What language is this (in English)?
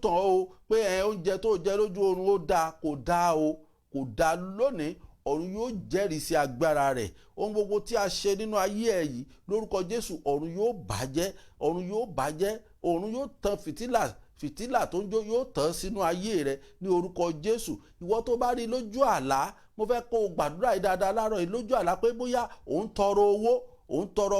Yoruba